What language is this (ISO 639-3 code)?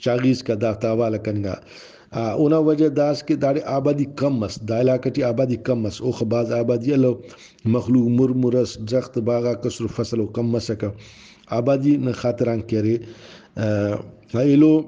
brh